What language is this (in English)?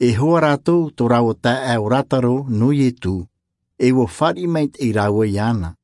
Tahitian